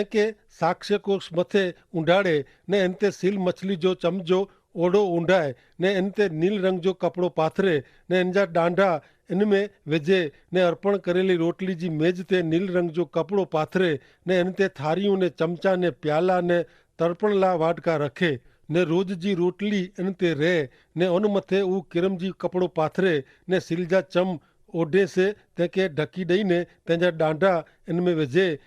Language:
Kachhi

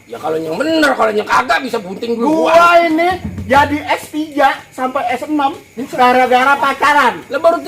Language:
Betawi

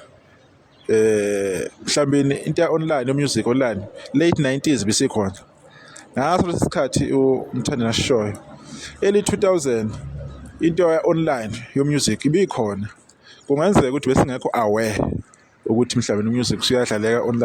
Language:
Zulu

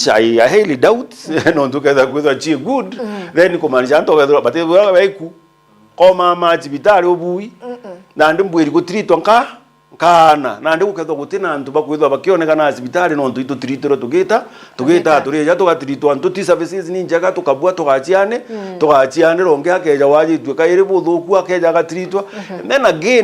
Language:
Meru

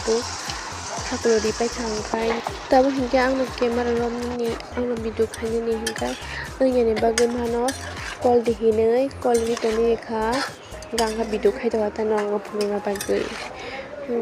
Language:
Kok Borok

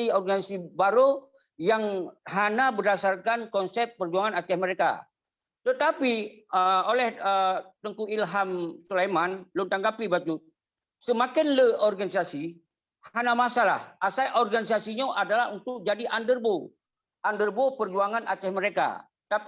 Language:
Achinese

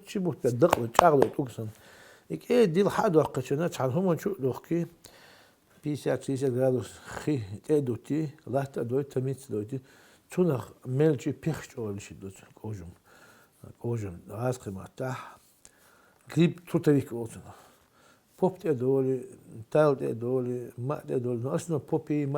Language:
Chechen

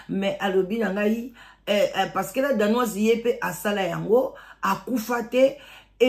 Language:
Lingala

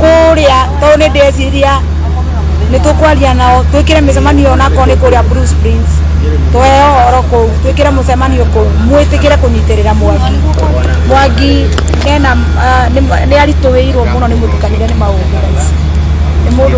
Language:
Kikuyu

